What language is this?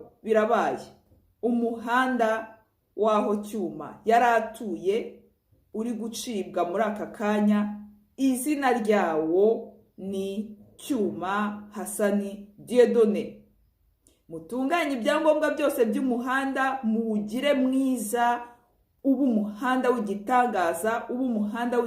Kinyarwanda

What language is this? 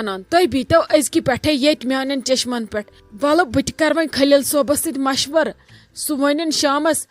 Kashmiri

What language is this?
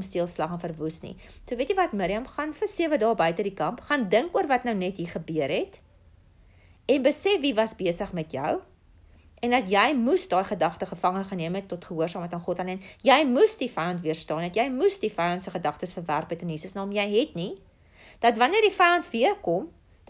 Afrikaans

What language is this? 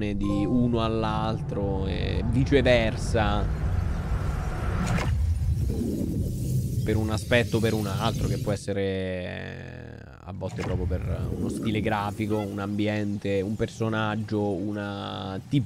Italian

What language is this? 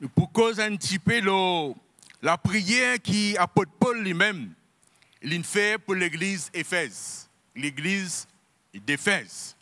Morisyen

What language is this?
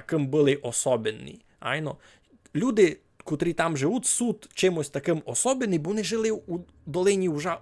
Rusyn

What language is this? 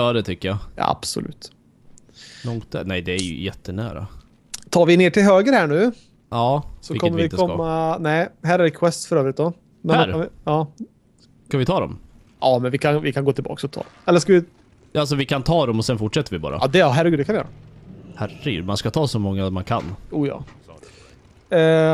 Swedish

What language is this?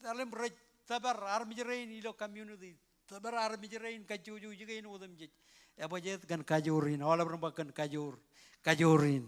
Marshallese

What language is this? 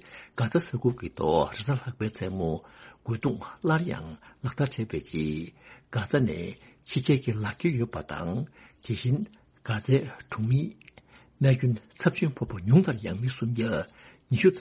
Tibetan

